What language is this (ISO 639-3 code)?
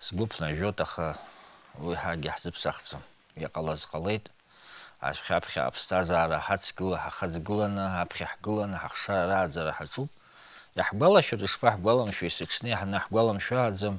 abk